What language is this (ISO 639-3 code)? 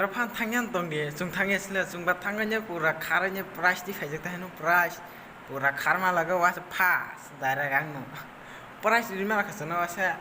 trp